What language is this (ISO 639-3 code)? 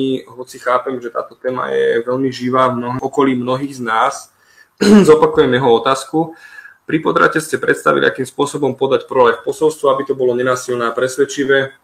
slk